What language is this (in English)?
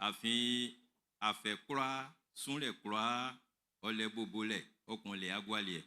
Baoulé